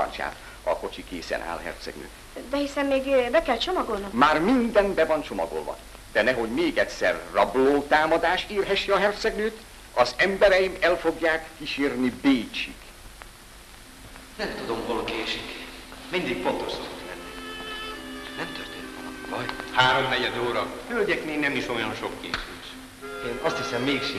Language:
Hungarian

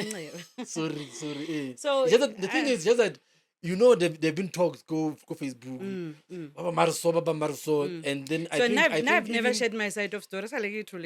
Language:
Northern Sotho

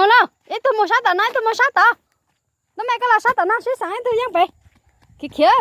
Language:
Hmong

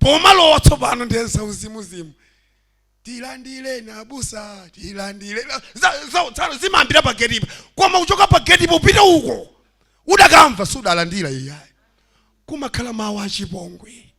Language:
Nyanja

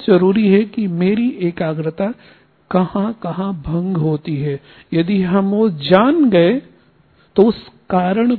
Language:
Hindi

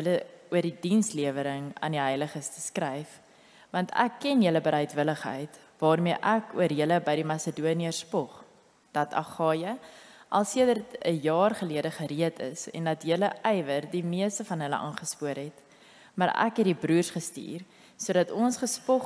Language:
Afrikaans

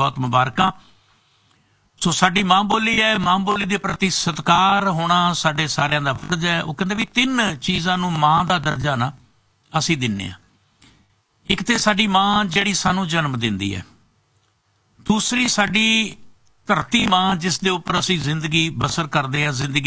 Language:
Punjabi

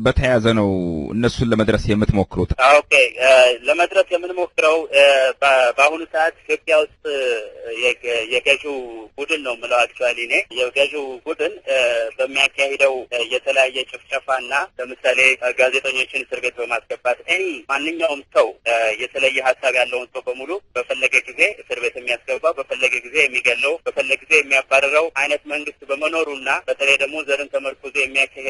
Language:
Amharic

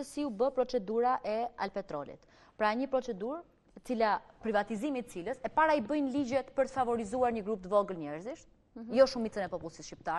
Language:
Albanian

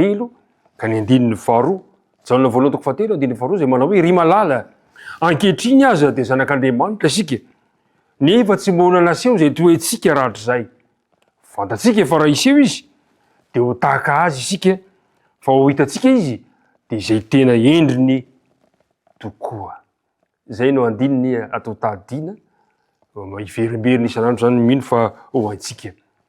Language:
Malagasy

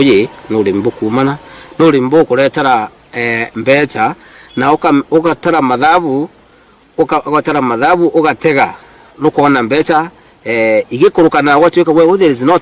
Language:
Meru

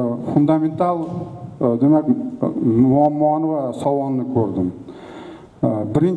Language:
Uzbek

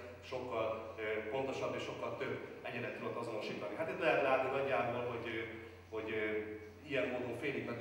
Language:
Hungarian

